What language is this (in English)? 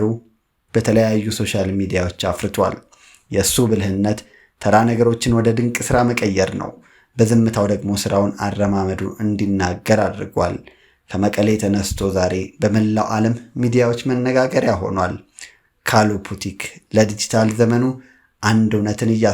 Amharic